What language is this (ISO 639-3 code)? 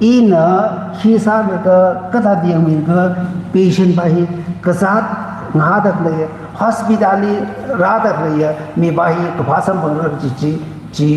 nmf